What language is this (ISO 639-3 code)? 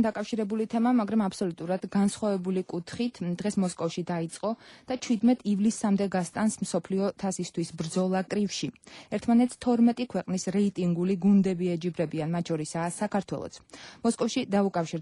kat